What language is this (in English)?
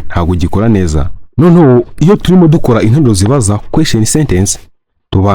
Kinyarwanda